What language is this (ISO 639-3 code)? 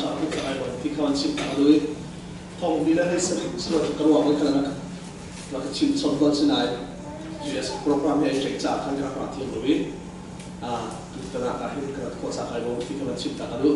cnh